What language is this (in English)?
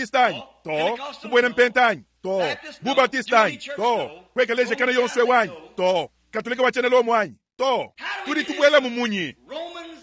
Luba-Lulua